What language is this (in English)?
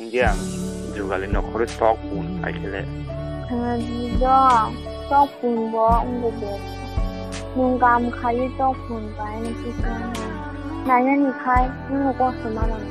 Kok Borok